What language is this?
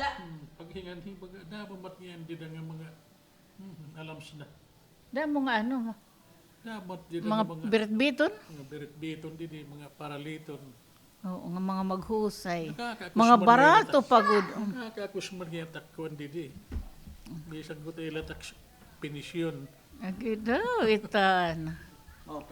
Waray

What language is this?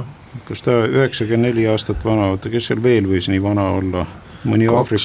Estonian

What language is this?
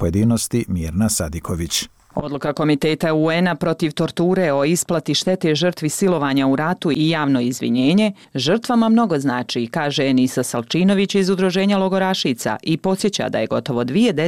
Bosnian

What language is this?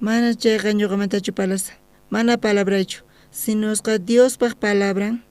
South Bolivian Quechua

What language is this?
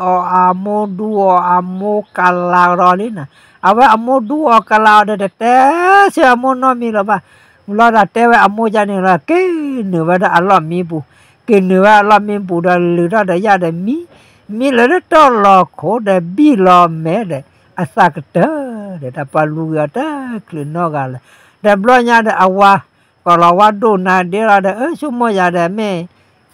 S'gaw Karen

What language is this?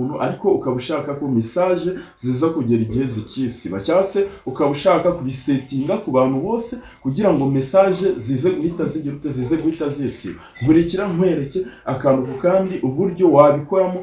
Kinyarwanda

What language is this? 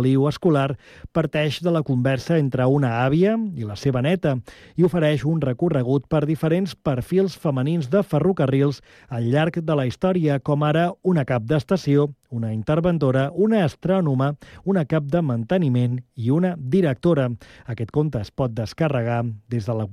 Catalan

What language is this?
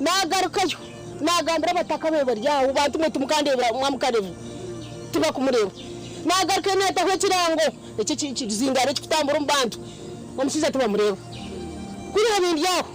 Nyankole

